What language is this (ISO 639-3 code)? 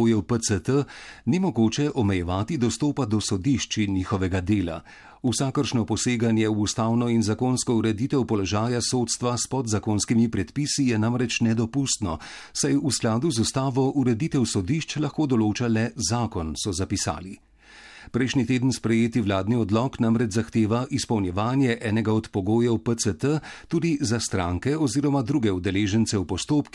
slv